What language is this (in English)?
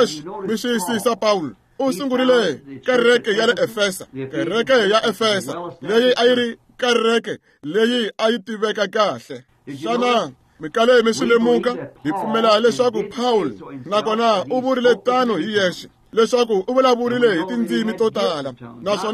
Tsonga